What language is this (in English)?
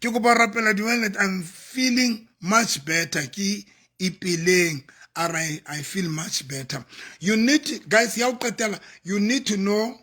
Southern Sotho